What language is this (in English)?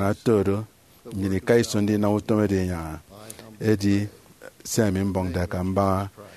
Efik